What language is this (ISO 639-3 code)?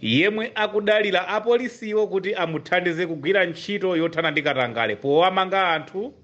nya